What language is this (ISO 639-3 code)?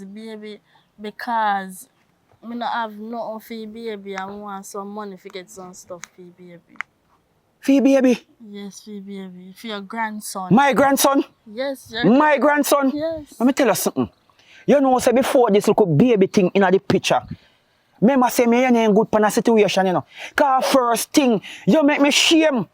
jam